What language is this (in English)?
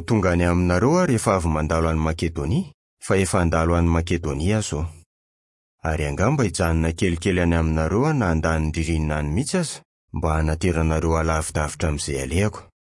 Malagasy